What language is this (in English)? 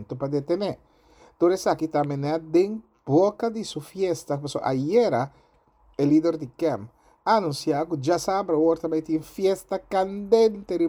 Papiamento